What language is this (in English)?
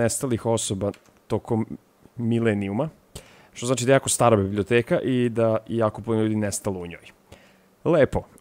Serbian